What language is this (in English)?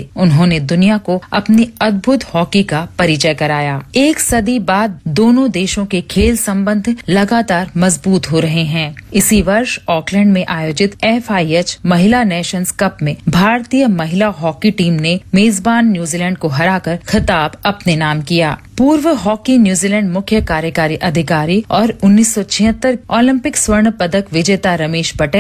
Hindi